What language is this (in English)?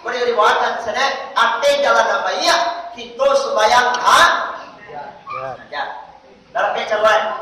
Minangkabau